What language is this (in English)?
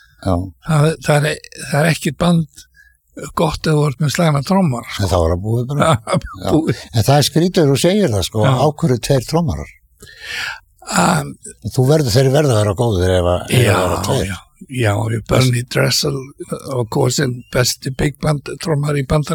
Icelandic